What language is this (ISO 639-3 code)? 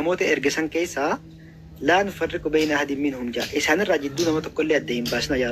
orm